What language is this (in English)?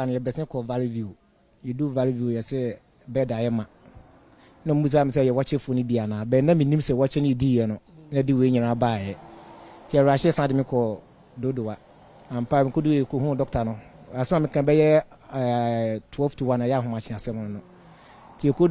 Akan